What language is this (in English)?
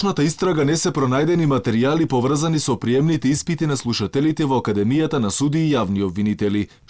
Macedonian